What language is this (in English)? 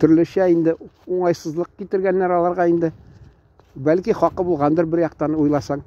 Tatar